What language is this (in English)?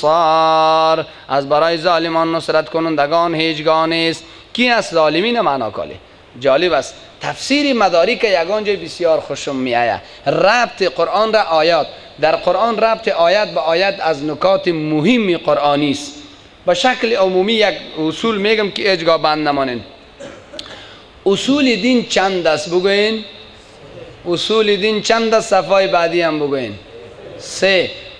Persian